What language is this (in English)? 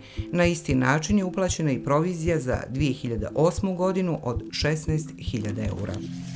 Bosnian